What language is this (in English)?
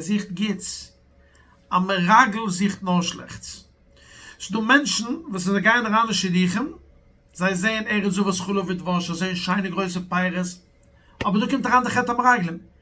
Yiddish